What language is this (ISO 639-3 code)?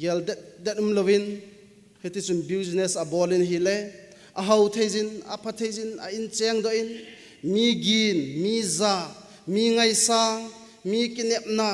tcz